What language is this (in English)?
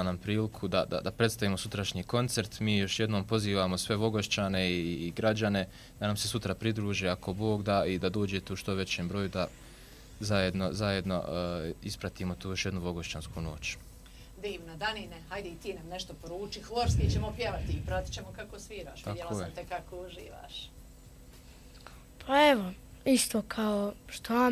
Bosnian